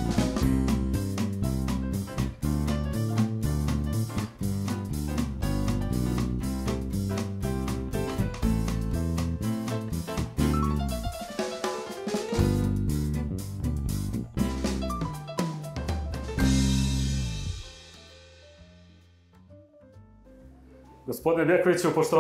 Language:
Serbian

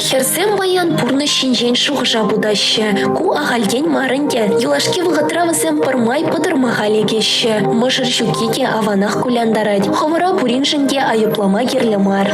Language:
Chuvash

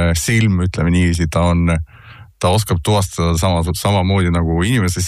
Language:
Estonian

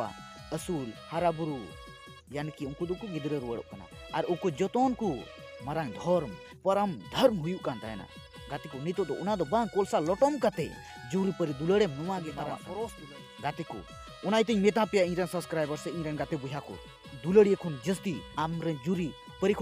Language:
Santali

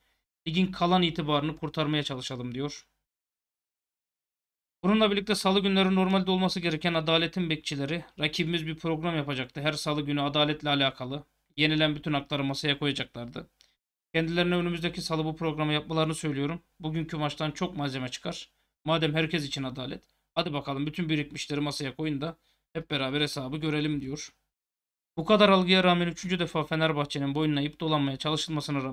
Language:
Turkish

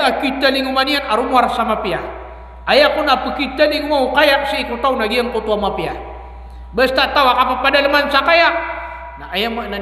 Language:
Maranao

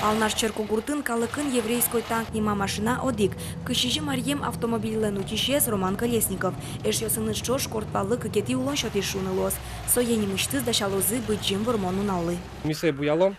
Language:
Udmurt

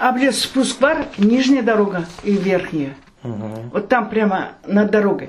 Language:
Crimean Tatar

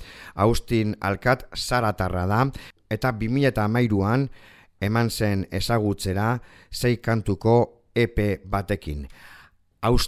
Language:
Basque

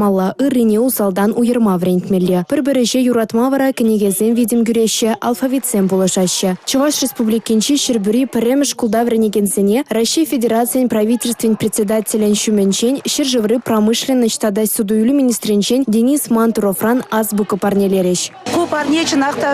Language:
Chuvash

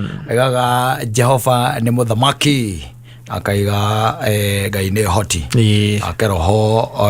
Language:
Kikuyu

